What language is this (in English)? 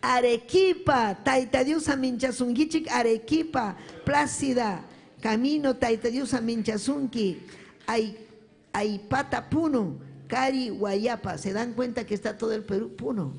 Ayacucho Quechua